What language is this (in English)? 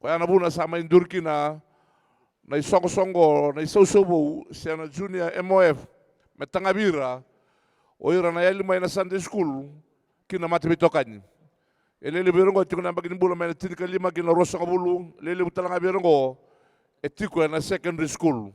Fijian